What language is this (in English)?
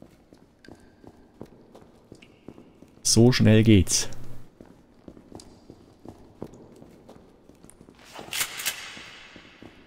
German